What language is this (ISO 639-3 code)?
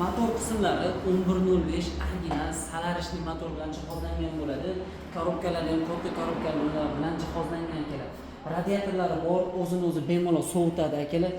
uzb